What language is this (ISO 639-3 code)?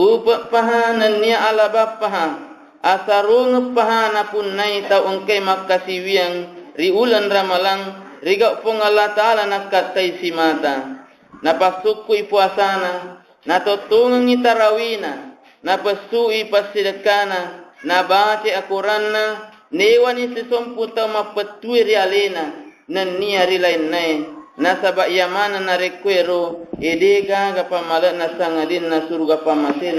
bug